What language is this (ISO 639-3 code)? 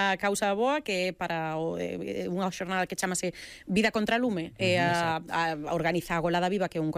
glg